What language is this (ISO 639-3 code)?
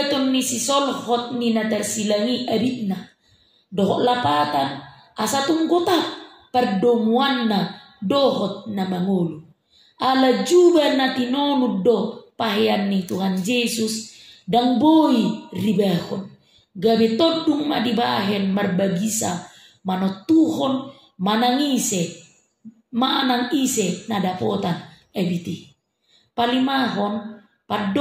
bbc